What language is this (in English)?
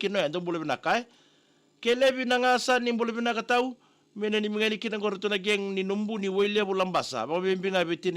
Fijian